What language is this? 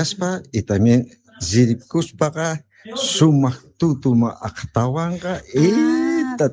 Quechua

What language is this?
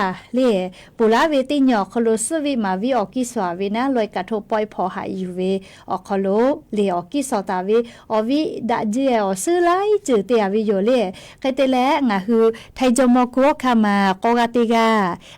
Lahu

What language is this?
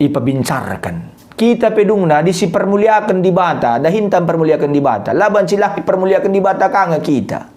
Batak Karo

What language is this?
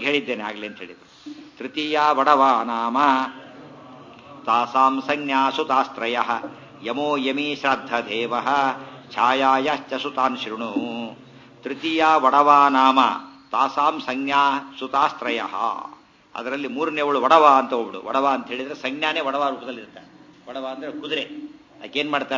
Kannada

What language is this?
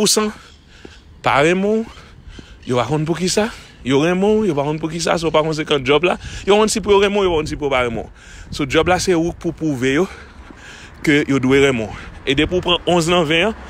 Haitian Creole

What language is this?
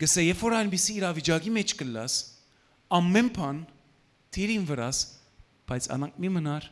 Western Armenian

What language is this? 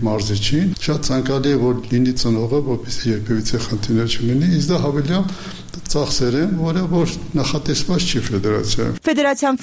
Armenian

